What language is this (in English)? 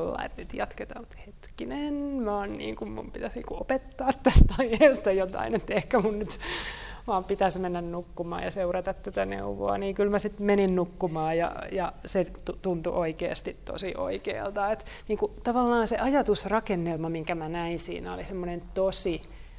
Finnish